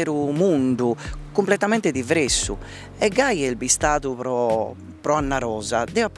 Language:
Sardinian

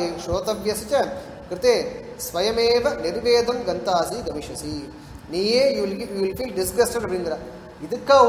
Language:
Tamil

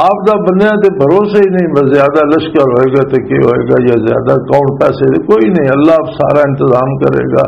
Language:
Western Panjabi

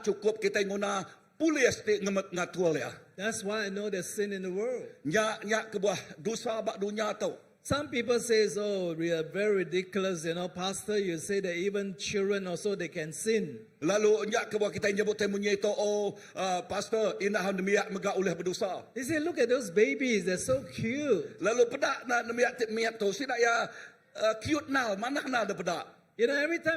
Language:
Iban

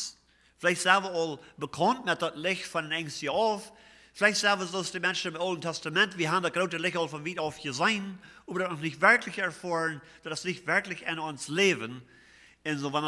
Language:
Plautdietsch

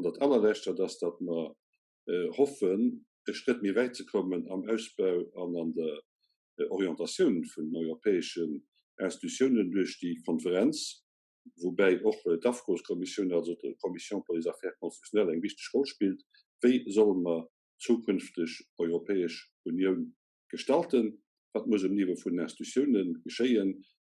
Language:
Luxembourgish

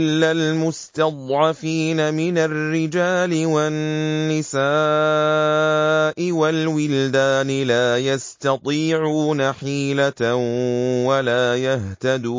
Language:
Arabic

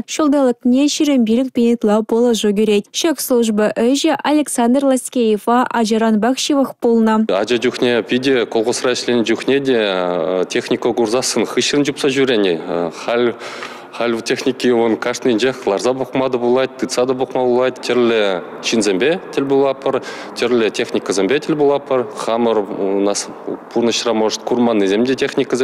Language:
Chuvash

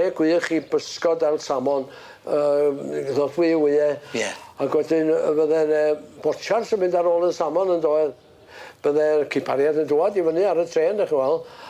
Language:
Welsh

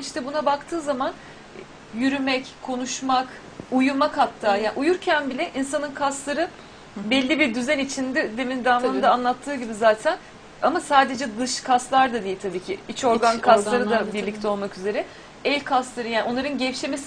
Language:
Turkish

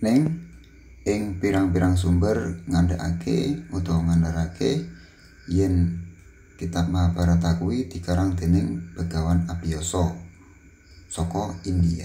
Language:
Javanese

